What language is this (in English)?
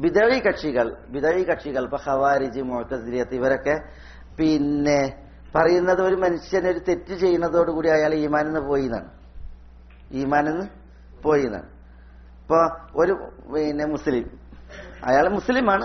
Malayalam